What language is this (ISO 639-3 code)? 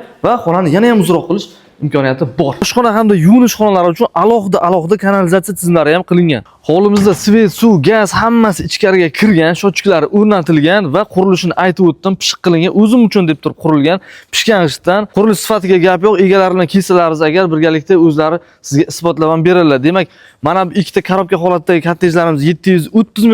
uzb